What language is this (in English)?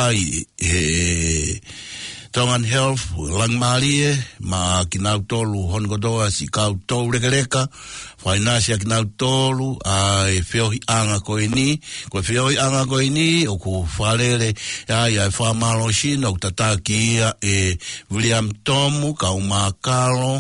Tongan